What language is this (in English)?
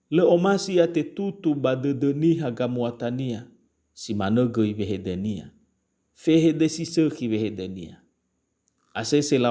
Nias